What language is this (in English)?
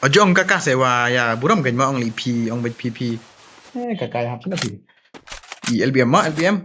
Khasi